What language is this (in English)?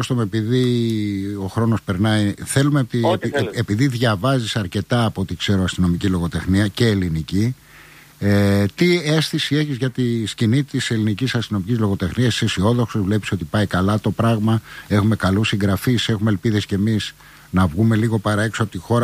Greek